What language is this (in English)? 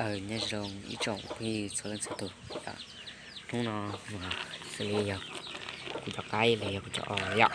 Hmong